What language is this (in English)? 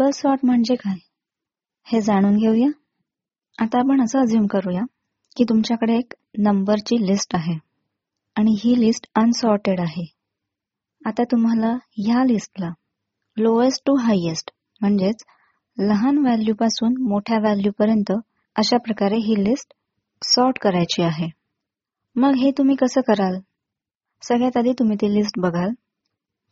Marathi